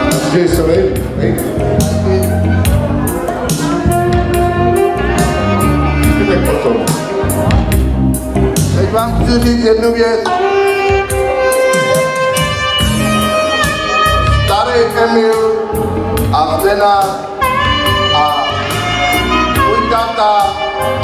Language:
Czech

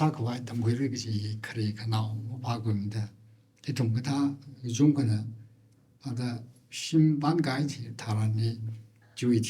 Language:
Tangkhul Naga (India)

